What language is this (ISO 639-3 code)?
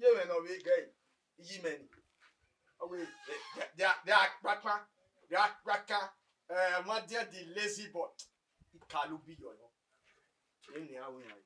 bin